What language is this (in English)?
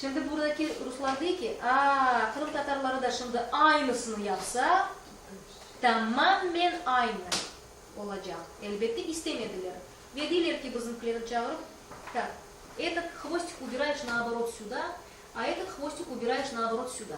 Crimean Tatar